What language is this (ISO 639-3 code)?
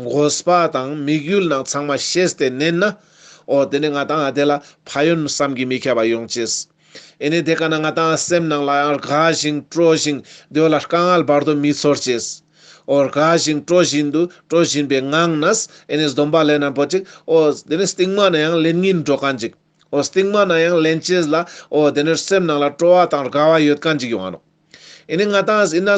lbj